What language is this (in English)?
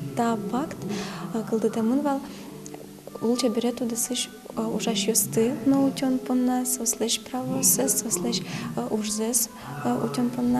Udmurt